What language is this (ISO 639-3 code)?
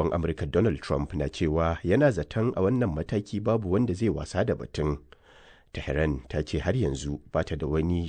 hau